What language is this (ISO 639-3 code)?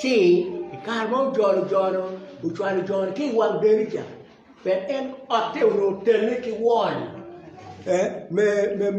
ach